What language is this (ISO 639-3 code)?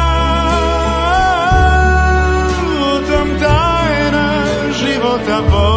hrv